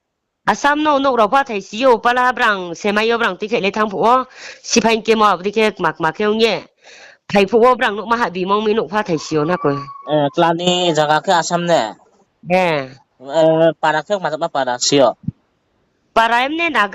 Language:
Riang (India)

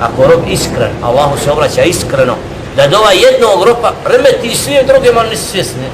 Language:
Bosnian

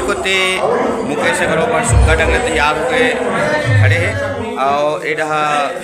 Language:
Chhattisgarhi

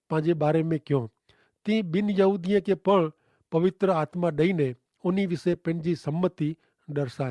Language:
Kachhi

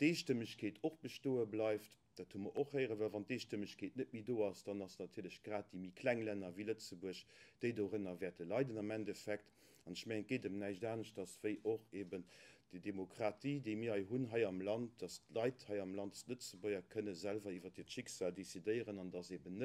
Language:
Luxembourgish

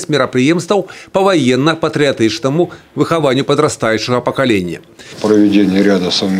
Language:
Belarusian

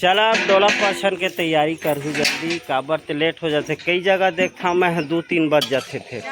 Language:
Chhattisgarhi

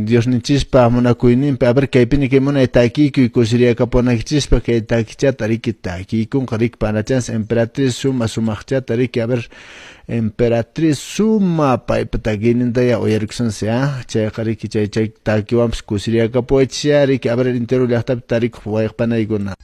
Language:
Quechua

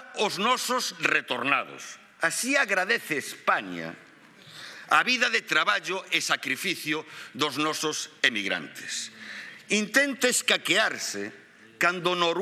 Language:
Galician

